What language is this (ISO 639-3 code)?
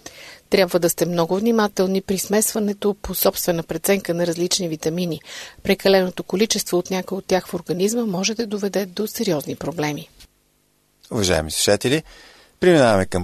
bul